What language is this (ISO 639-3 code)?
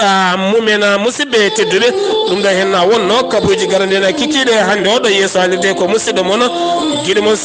ful